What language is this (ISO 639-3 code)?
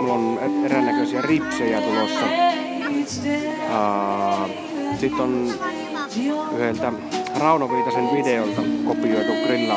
fin